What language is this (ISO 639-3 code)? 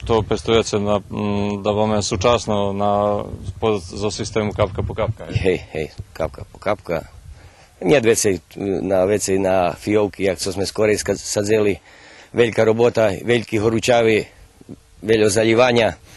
rue